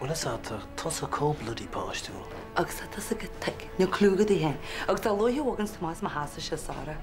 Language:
Irish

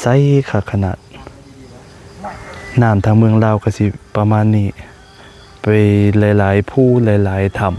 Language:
Lao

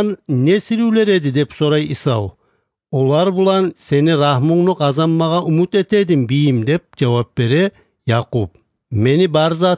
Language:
Kumyk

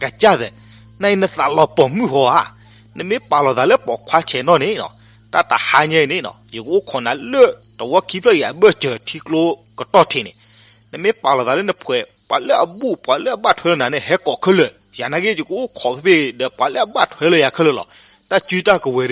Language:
S'gaw Karen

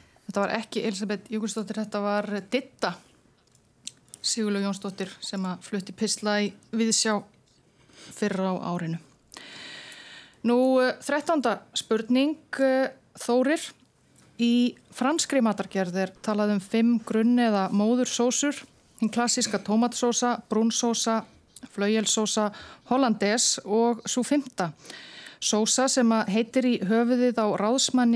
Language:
Icelandic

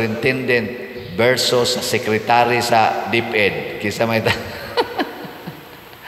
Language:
Cebuano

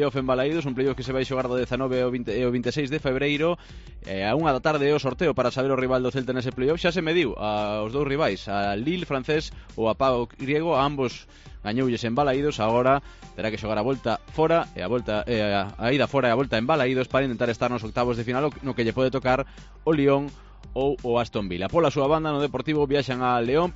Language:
Galician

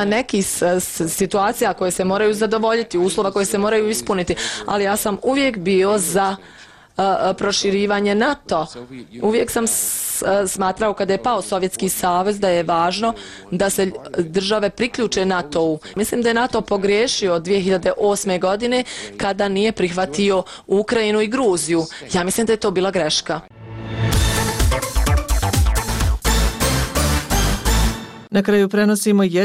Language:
Bosnian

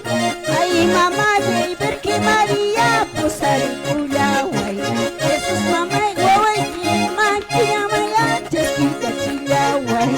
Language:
Quechua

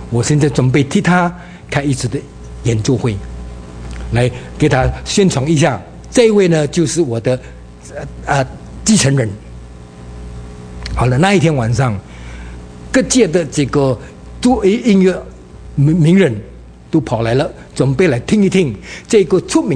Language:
Chinese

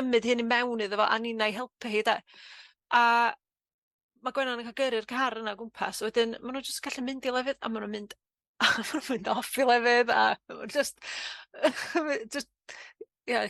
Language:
Welsh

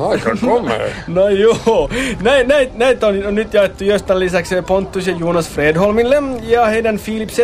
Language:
Finnish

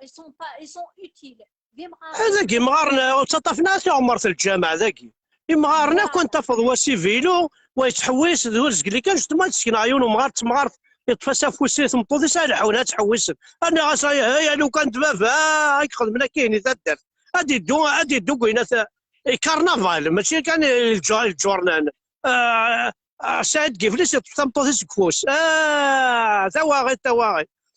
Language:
Kabyle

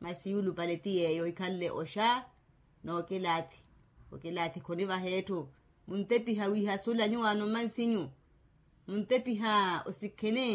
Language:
Makhuwa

